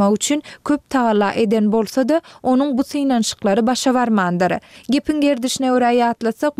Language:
Turkmen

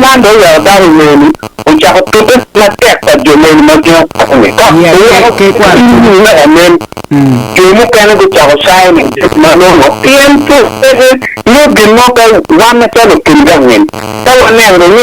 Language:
Acoli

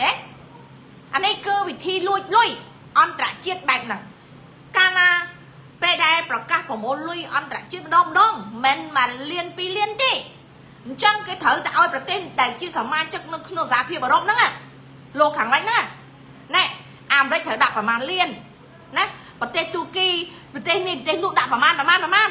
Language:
Khmer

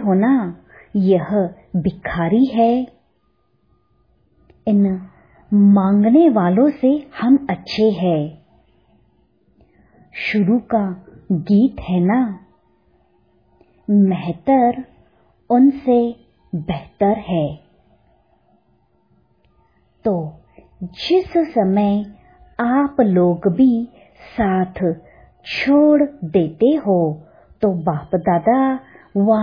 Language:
Hindi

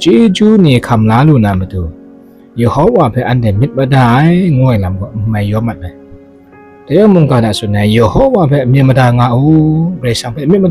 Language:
Kachin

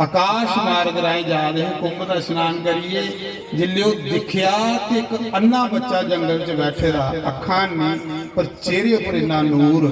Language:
Dogri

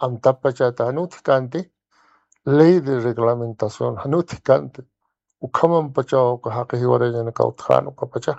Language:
Aymara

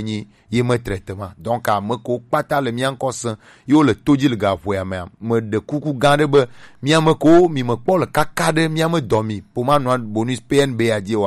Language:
Gen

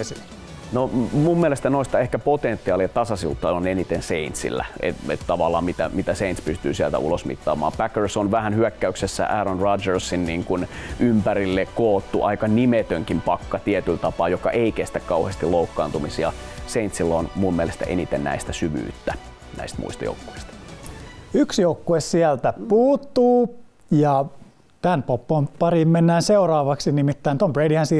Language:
Finnish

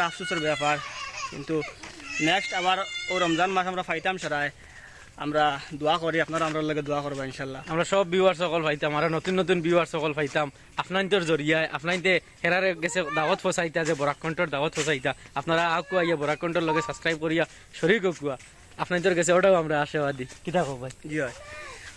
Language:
Sylheti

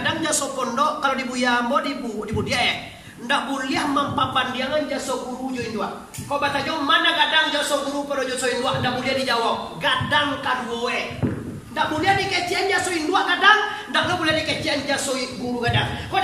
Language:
Minangkabau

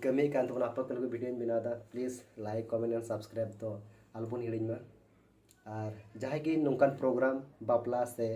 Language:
Santali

